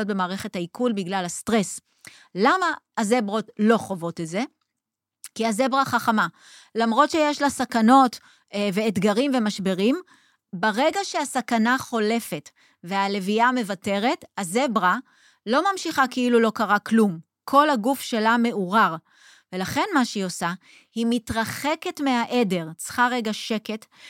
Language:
Hebrew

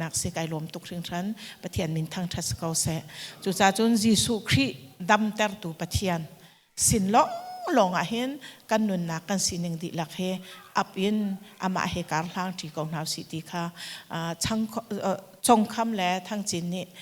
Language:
Hakha Chin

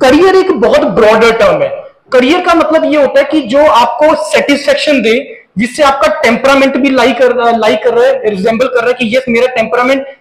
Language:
Hindi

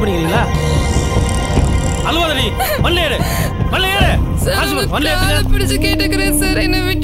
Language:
Tamil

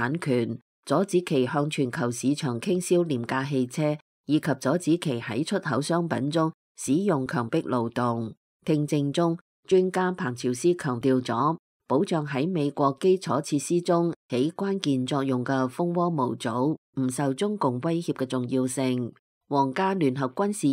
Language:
Cantonese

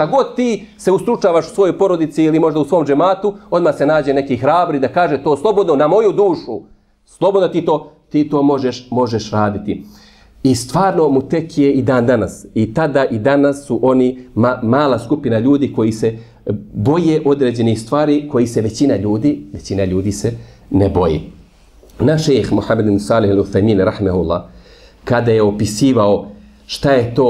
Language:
Bosnian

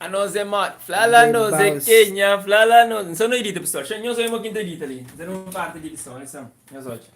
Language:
Kabuverdianu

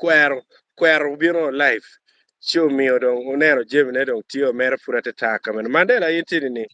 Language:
Acoli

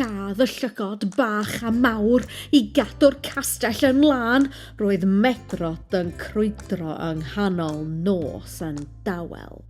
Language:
Welsh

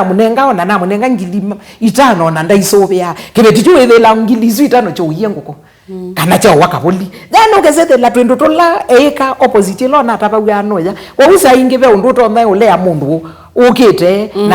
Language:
Kamba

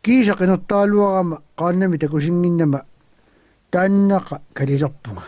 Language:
Kalaallisut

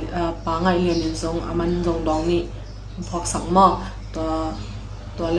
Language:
Tedim Chin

